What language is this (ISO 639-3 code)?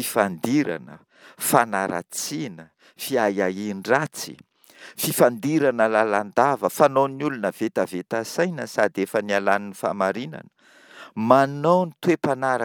mlg